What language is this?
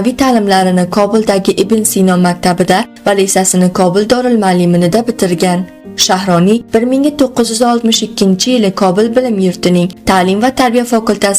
Uzbek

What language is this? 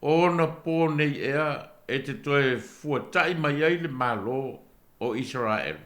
Samoan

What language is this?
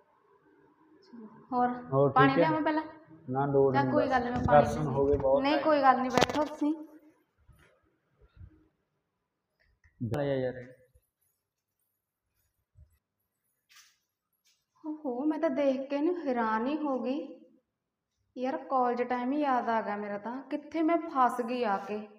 Punjabi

